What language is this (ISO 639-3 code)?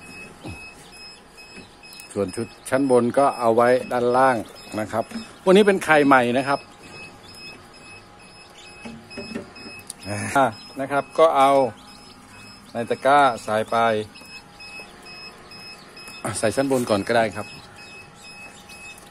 tha